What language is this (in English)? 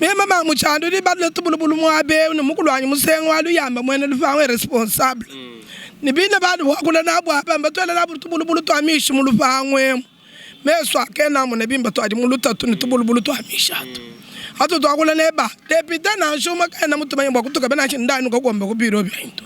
Luba-Lulua